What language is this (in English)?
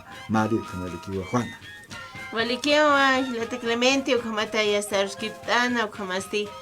Aymara